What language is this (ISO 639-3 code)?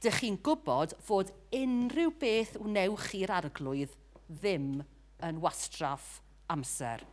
cym